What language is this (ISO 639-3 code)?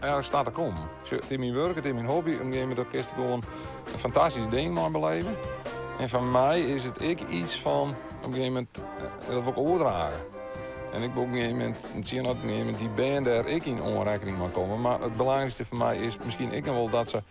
fry